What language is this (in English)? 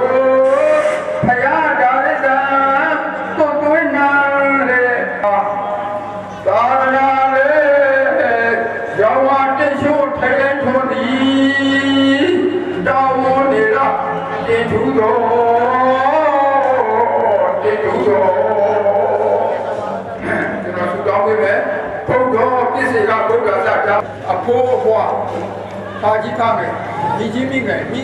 Burmese